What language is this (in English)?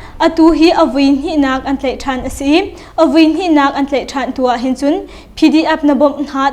Hakha Chin